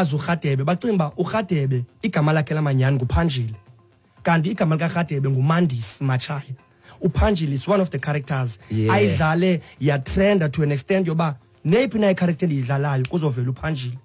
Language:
Xhosa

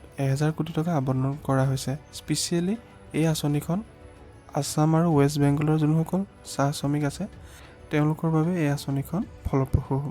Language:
Assamese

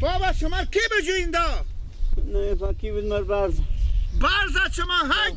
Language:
Persian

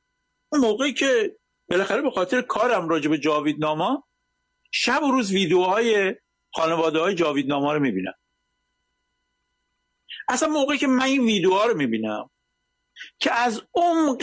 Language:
Persian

